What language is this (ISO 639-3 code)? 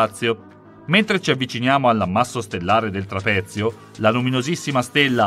ita